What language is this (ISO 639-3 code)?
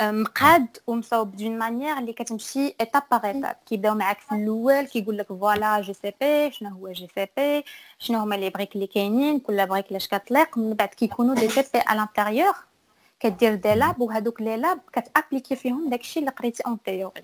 ary